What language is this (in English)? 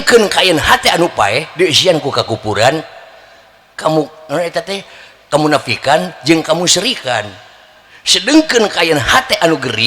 Sundanese